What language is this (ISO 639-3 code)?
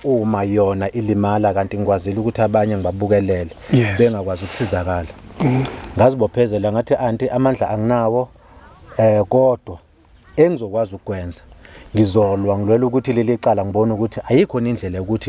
zul